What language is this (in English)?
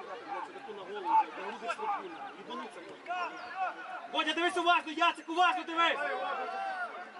Ukrainian